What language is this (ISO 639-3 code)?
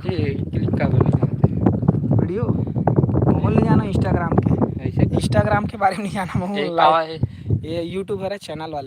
hne